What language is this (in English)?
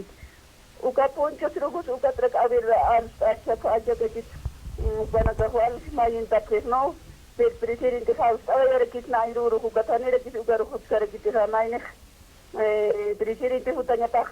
Aymara